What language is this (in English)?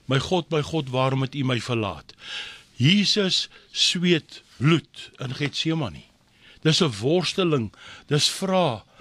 Afrikaans